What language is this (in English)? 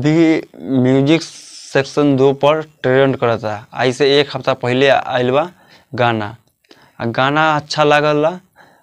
Bhojpuri